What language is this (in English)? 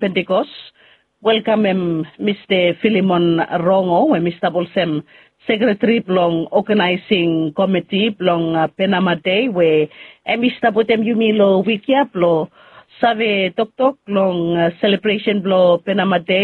Bislama